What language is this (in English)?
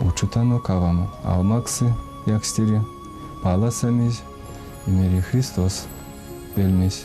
Erzya